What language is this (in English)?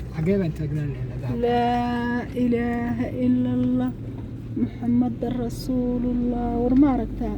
Somali